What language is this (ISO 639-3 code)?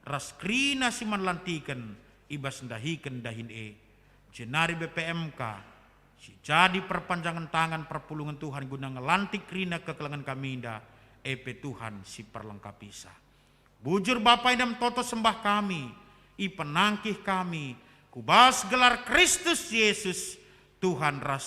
btx